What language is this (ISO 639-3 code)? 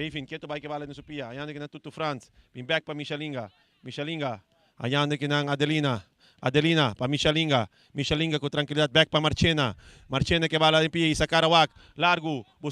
pap